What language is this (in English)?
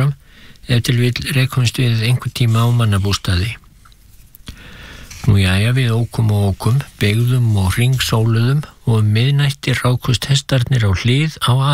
Icelandic